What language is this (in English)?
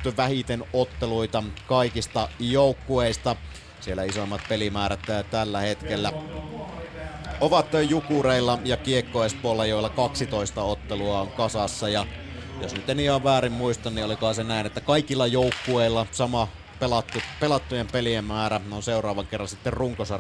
Finnish